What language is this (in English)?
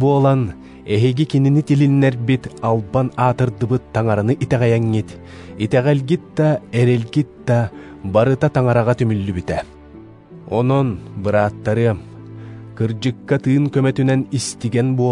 Yakut